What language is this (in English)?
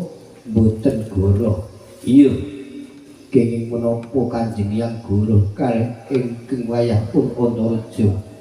Javanese